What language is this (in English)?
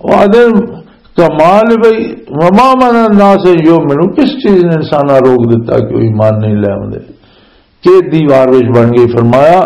Western Panjabi